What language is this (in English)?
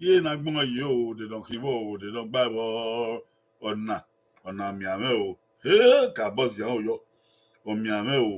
Bini